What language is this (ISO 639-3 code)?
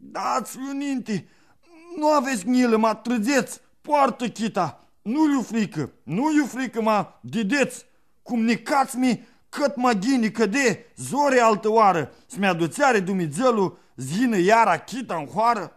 rup